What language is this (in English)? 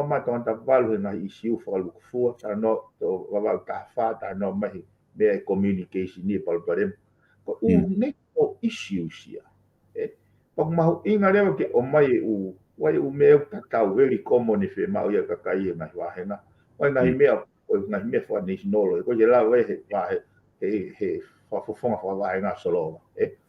Tongan